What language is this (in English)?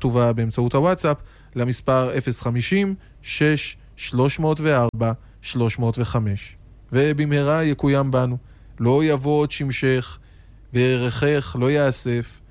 Hebrew